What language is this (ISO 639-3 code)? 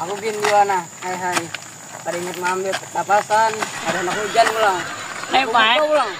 bjn